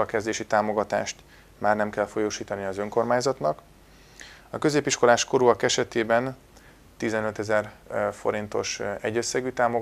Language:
Hungarian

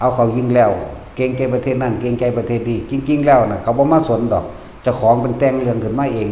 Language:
Northeastern Thai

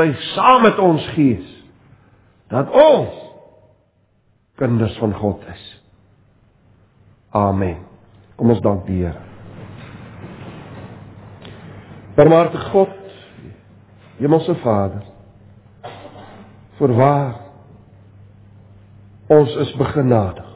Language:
Afrikaans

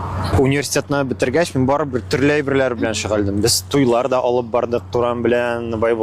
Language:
Tatar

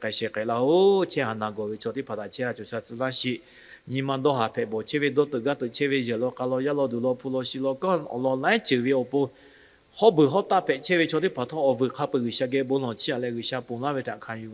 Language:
Lahu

